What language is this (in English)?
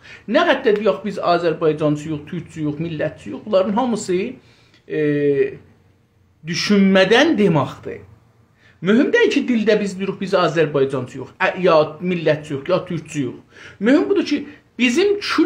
South Azerbaijani